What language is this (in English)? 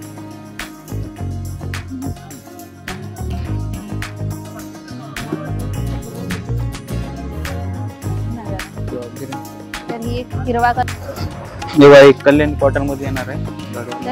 Marathi